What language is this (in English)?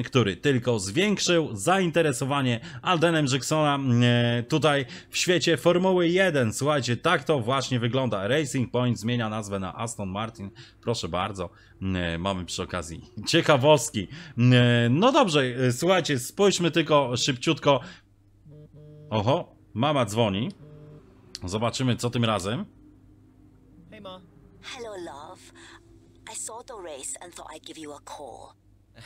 Polish